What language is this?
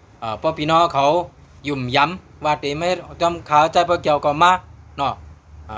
Shan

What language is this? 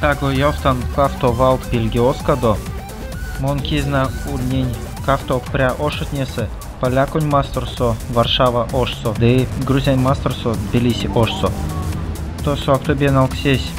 Erzya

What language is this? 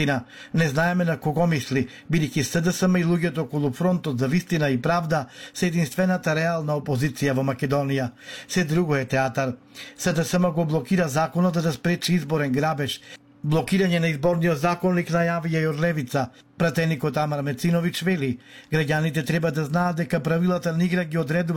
Macedonian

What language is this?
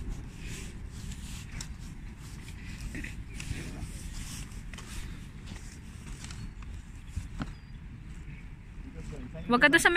Filipino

